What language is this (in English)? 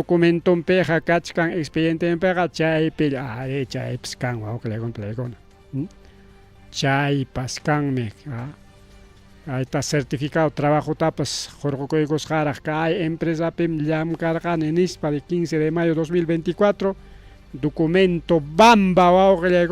Ayacucho Quechua